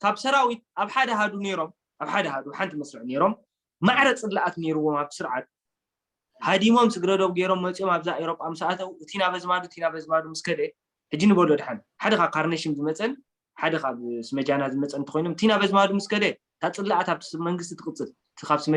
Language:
Tigrinya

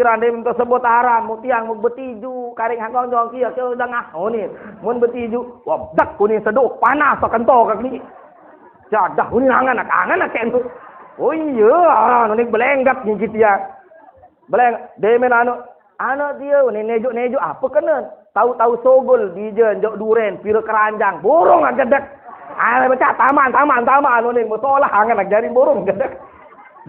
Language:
Sasak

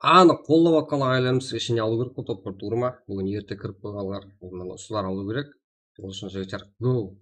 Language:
Kara-Kalpak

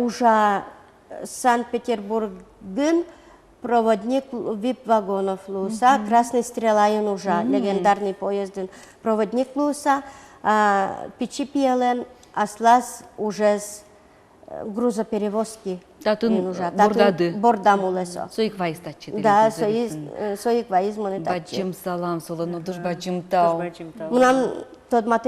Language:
Udmurt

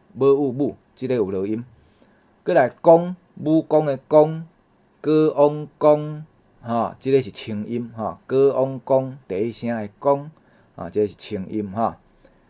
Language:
Min Nan Chinese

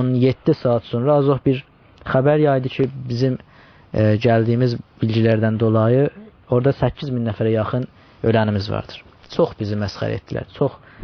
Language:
South Azerbaijani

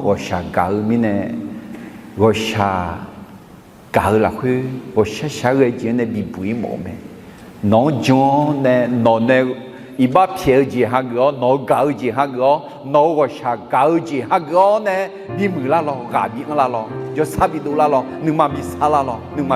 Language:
Akha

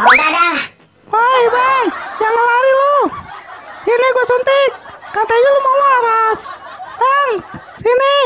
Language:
Betawi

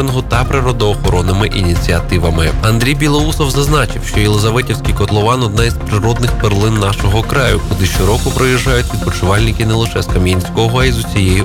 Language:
Ukrainian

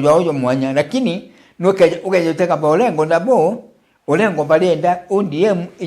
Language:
Meru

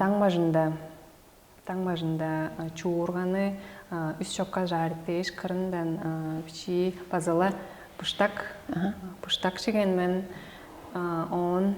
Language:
Tuvinian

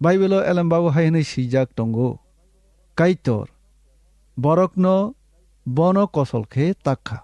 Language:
Kok Borok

